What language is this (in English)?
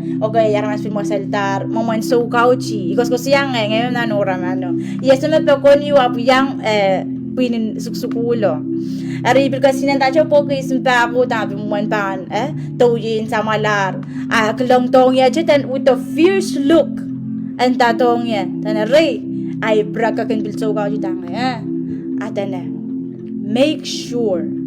Pohnpeian